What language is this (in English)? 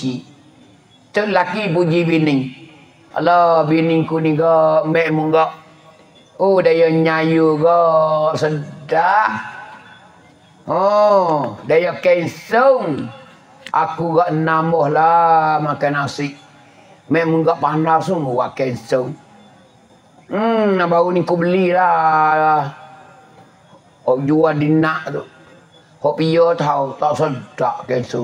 Pattani Malay